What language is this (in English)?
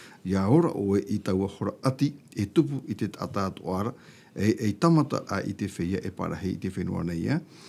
Tahitian